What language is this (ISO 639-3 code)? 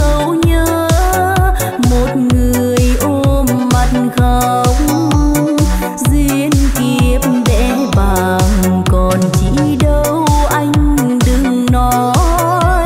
vie